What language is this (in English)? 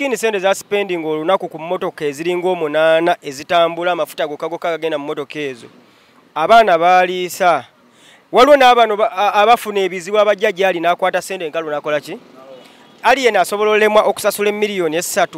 Ganda